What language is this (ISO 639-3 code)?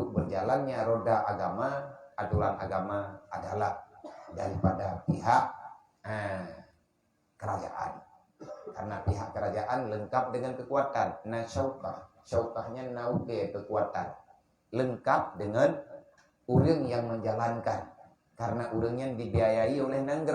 ace